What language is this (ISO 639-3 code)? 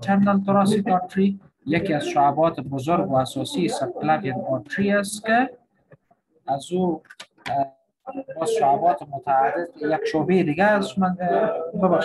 fas